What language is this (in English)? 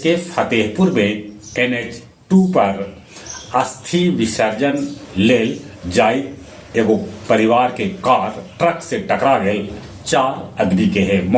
Magahi